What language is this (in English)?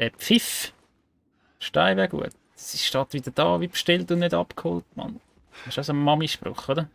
Swiss German